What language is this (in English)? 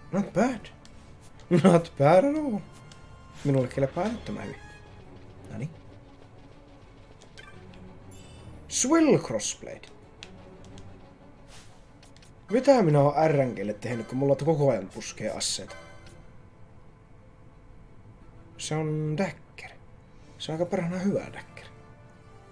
Finnish